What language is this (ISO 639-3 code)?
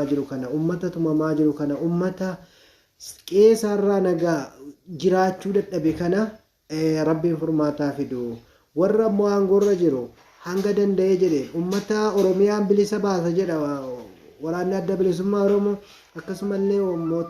orm